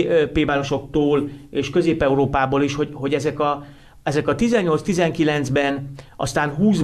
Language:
Hungarian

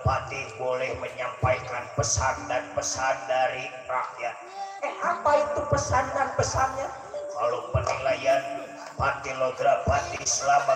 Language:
Betawi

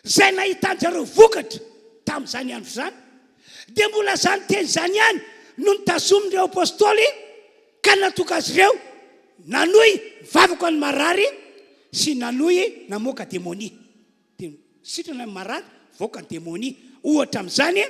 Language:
Malagasy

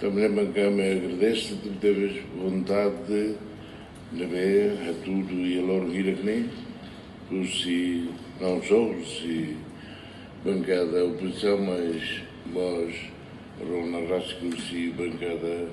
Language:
Tetum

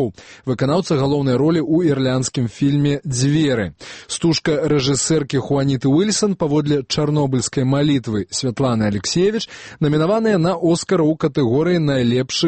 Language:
Belarusian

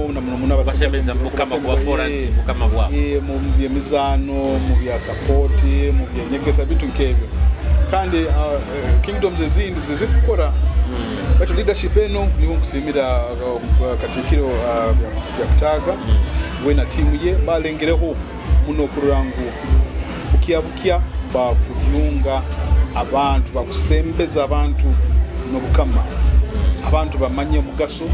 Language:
Nyoro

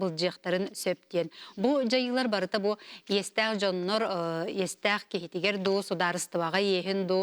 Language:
Yakut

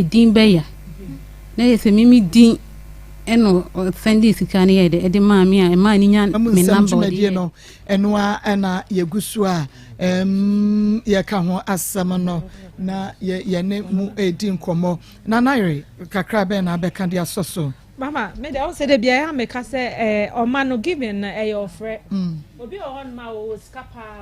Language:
Akan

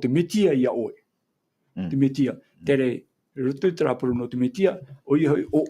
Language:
Tahitian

